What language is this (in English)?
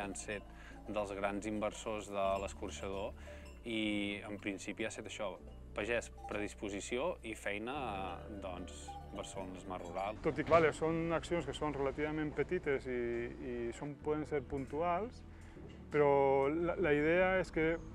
Catalan